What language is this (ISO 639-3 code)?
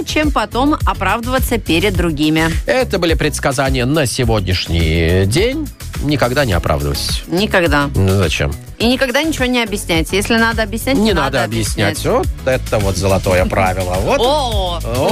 rus